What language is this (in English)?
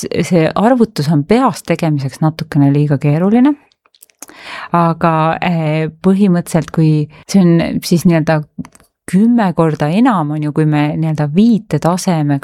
Estonian